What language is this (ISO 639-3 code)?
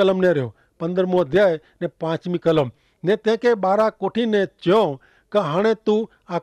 kfr